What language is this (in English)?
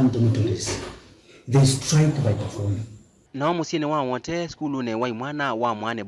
Kamba